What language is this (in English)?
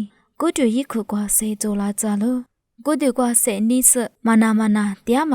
Lisu